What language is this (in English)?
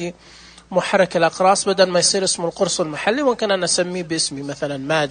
Najdi Arabic